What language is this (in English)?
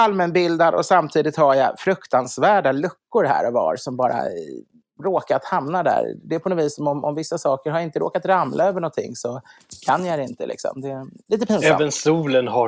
Swedish